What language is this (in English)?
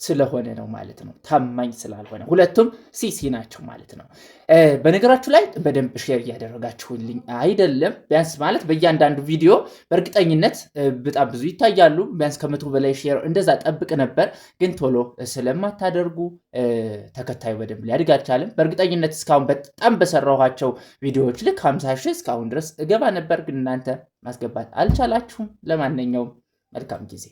Amharic